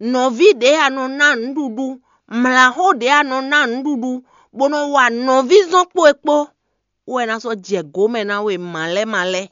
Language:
Fon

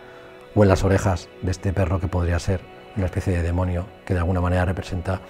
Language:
Spanish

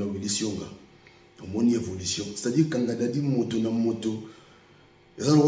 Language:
Lingala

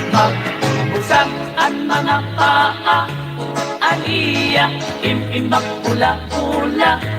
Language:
Waray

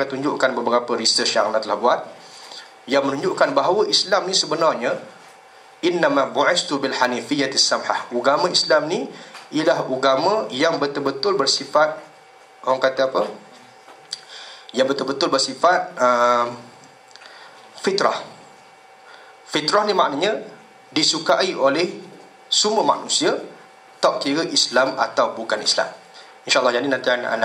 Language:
Malay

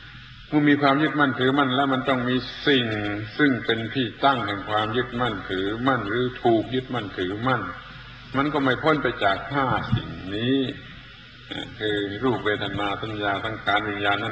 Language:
Thai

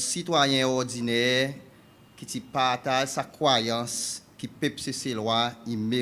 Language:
Seselwa Creole French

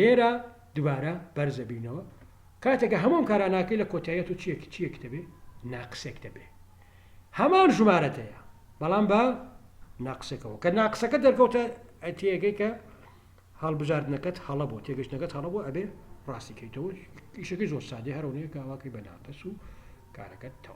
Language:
Central Kurdish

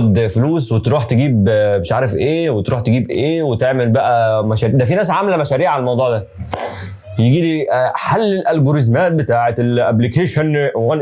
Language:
Egyptian Arabic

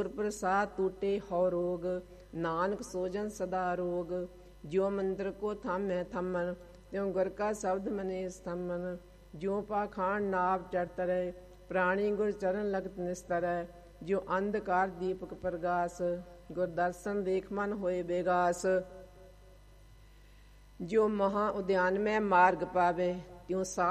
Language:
Punjabi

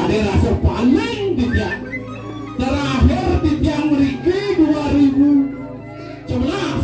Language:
Balinese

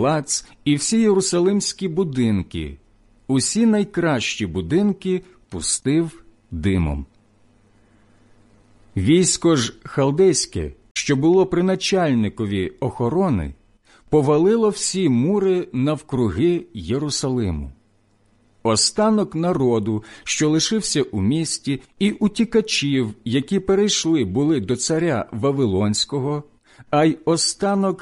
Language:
Ukrainian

